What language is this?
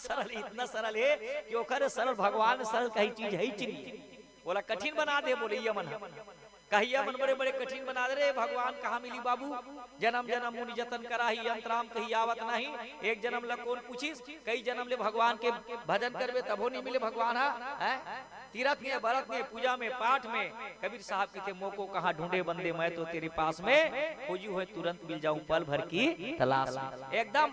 Chhattisgarhi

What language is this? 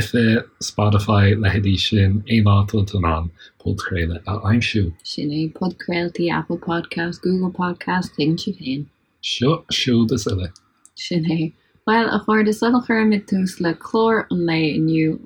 Irish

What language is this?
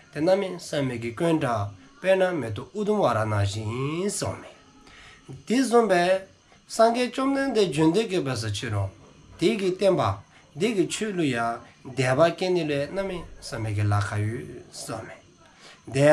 Dzongkha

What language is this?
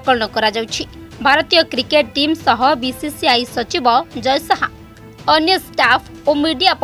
Odia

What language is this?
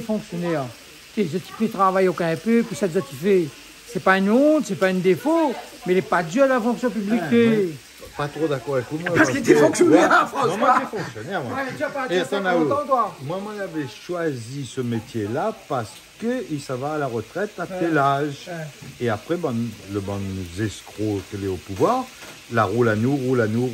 Réunion Creole French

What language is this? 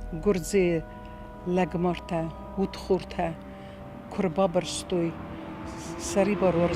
Ossetic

